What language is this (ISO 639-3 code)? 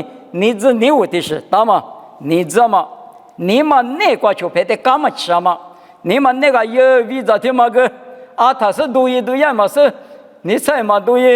lis